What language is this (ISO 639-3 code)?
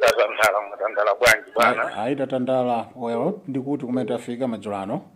nya